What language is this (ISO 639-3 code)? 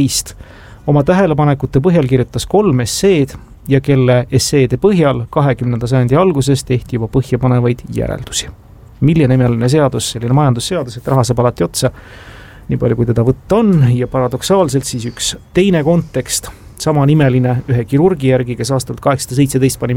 est